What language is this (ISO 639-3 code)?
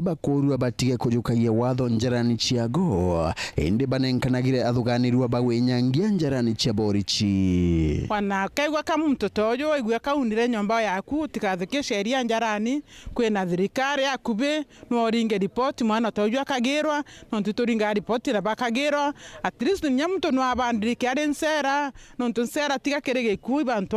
mer